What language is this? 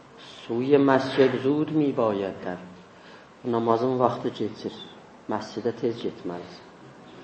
South Azerbaijani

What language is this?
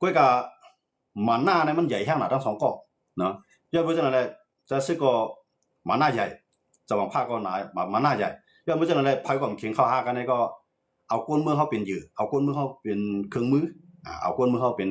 Shan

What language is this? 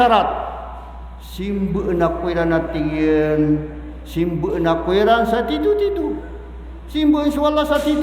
Maranao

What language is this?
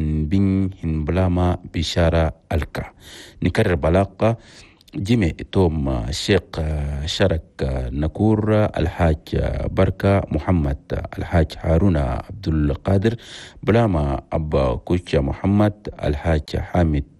Chadian Arabic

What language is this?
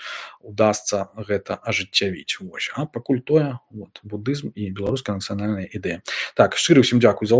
Belarusian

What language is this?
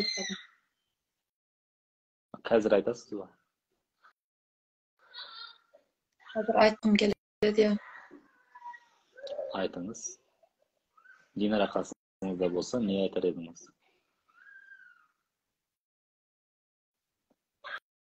Kazakh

